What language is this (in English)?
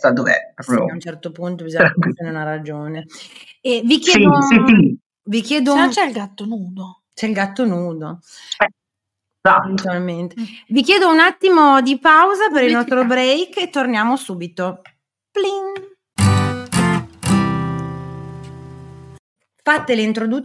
Italian